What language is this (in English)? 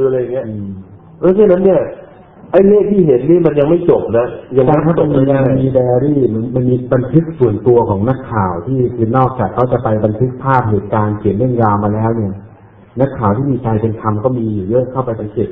Thai